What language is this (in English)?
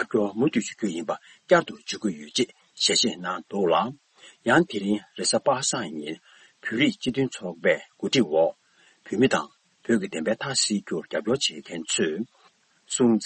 Tibetan